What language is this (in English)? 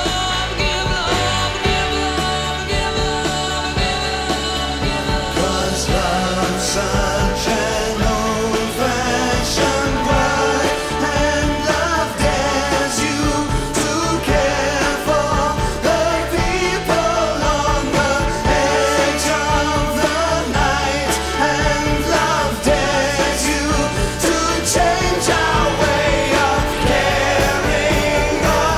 English